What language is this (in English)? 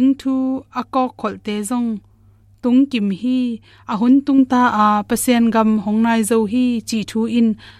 Tedim Chin